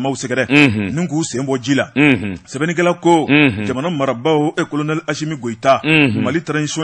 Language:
Bambara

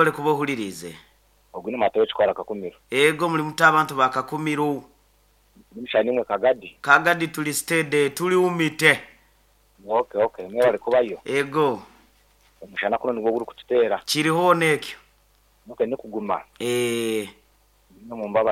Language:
Nyoro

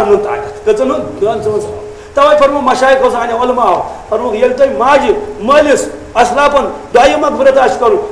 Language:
Kashmiri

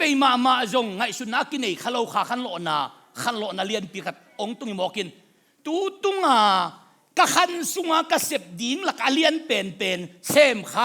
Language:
Tedim Chin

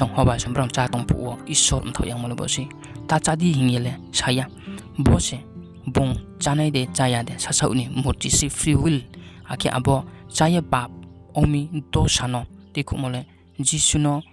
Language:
Riang (India)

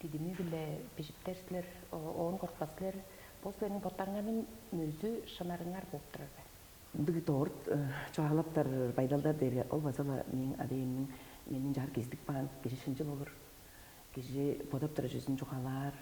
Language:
Tuvinian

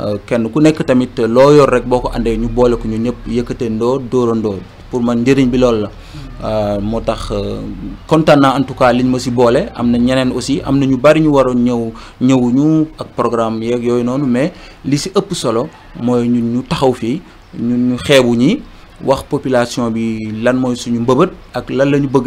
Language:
Wolof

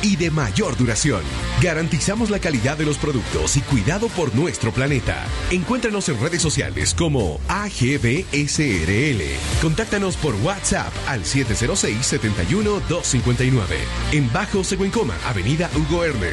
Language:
Spanish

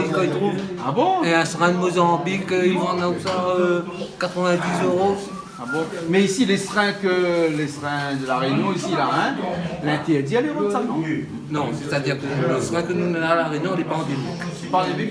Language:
Réunion Creole French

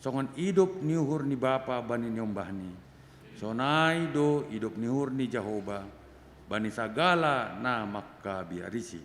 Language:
Batak Simalungun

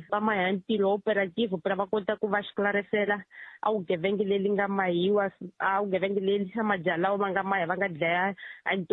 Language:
Tsonga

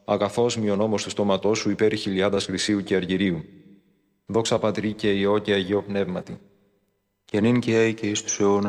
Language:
Greek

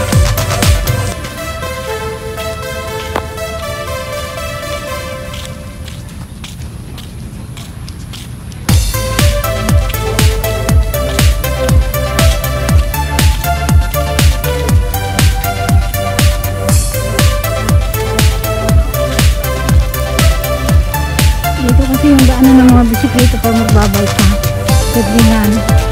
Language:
Filipino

